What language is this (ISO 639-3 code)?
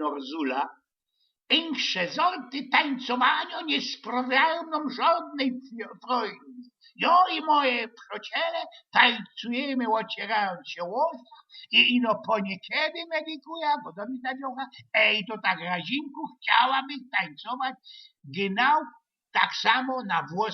szl